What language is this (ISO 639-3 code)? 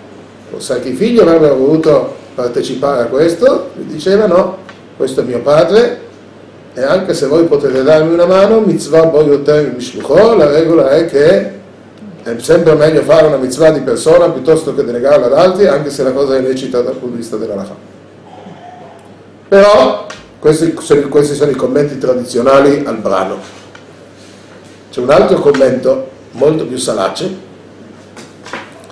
ita